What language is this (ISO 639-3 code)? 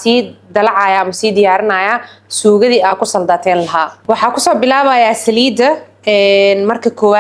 som